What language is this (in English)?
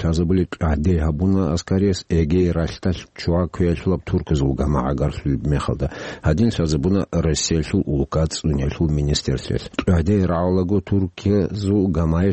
Avaric